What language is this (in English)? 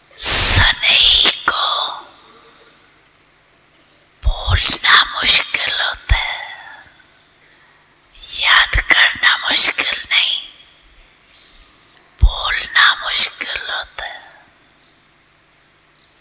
Hindi